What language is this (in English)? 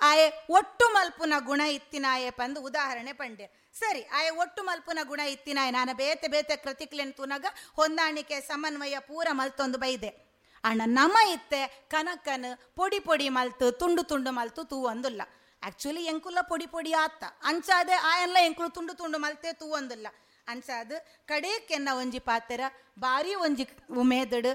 Tulu